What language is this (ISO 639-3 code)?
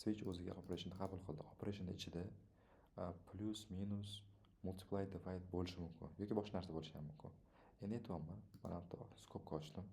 uzb